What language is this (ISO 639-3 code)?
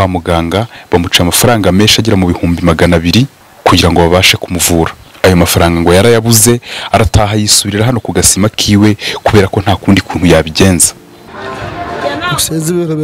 kin